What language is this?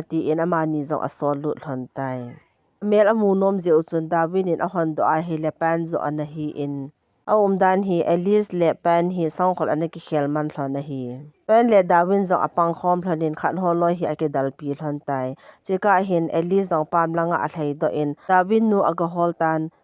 Thado Chin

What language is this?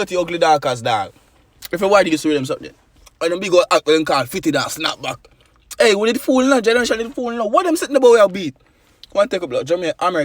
Jamaican Creole English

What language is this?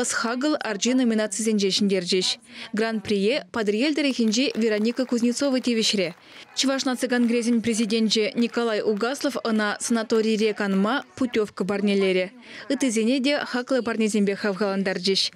Chuvash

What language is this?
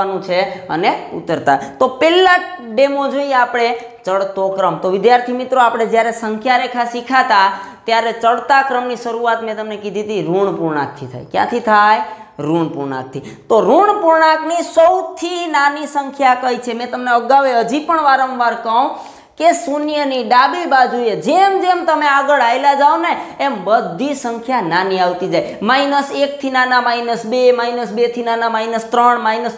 Gujarati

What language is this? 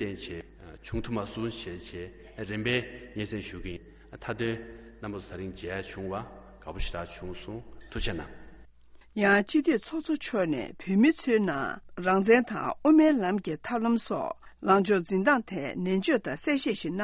Tibetan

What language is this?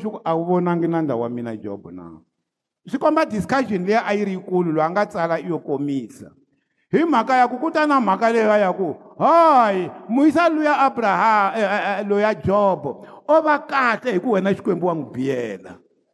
Tsonga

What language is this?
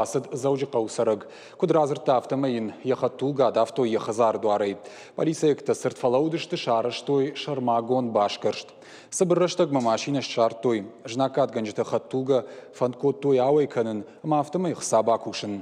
Ossetic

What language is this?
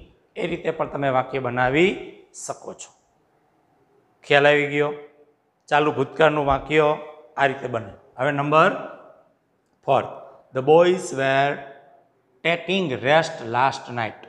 Gujarati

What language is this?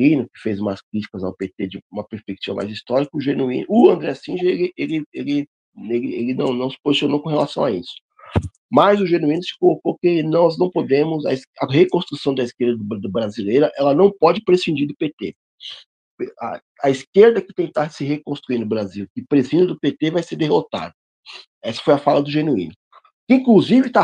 Portuguese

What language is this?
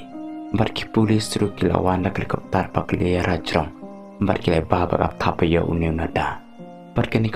Khasi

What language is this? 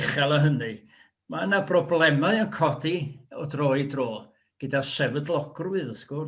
Welsh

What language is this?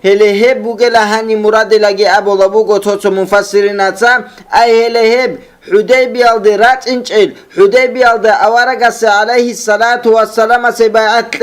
Avaric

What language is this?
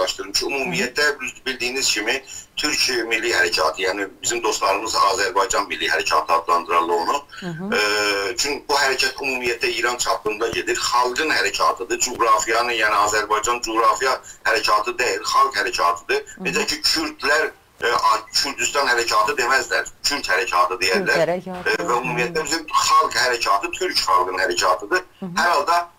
South Azerbaijani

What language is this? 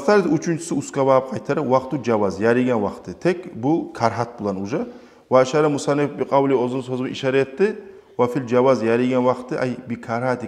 Kumyk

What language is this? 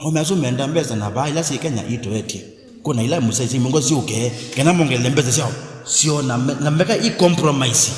Kamba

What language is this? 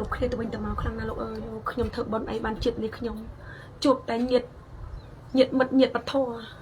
Khmer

